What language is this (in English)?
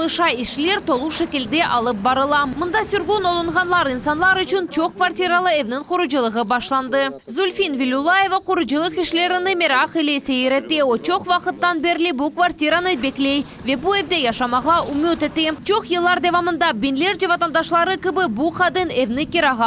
Crimean Tatar